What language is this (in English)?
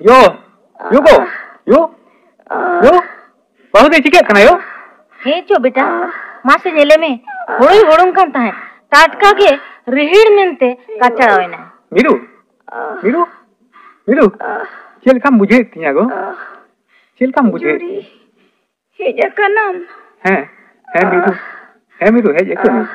Santali